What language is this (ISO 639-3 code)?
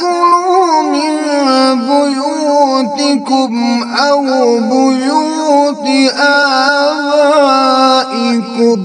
kas